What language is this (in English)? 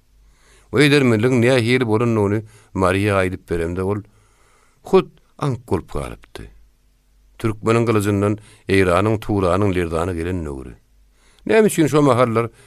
Turkmen